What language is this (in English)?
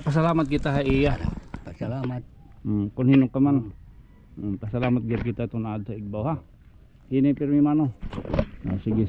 Waray